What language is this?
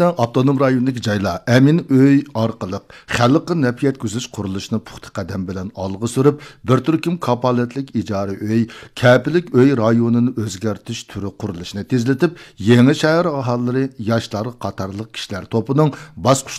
Uyghur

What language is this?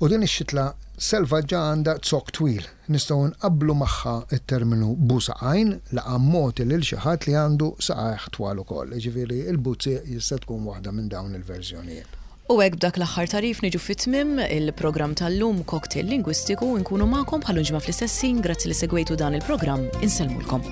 Maltese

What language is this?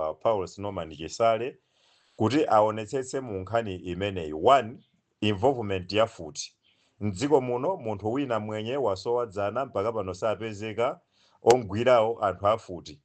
Nyanja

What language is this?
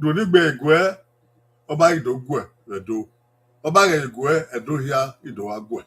Bini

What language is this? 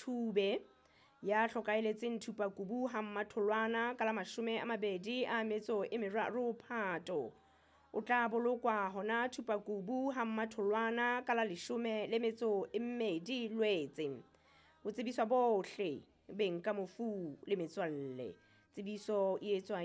Southern Sotho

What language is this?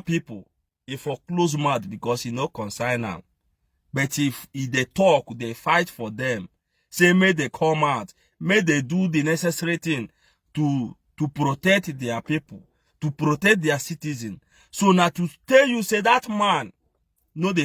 Nigerian Pidgin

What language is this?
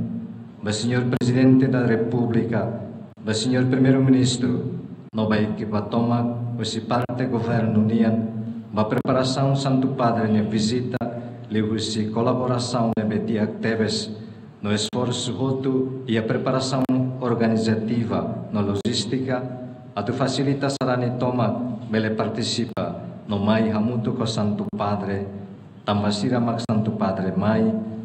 Tetum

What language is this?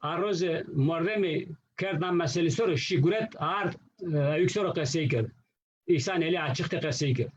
Zaza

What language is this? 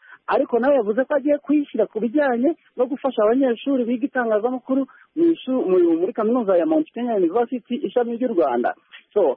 Kinyarwanda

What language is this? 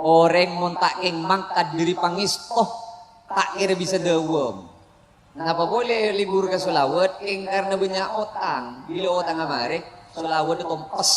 Madurese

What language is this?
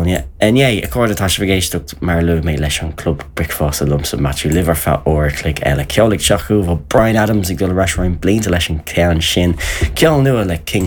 Irish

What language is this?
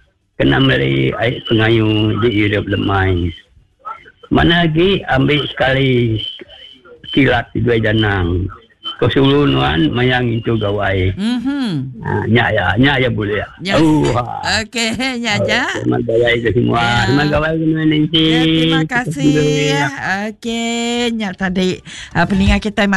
Iban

